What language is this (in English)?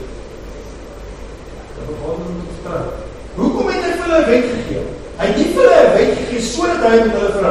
Afrikaans